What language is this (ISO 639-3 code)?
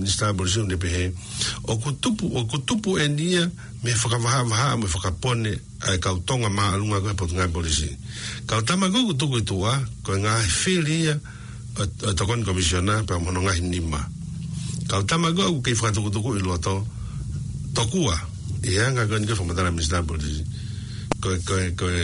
ton